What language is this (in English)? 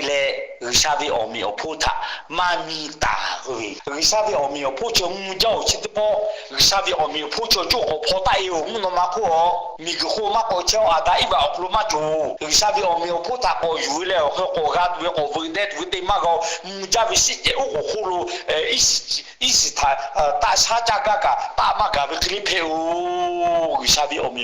Lahu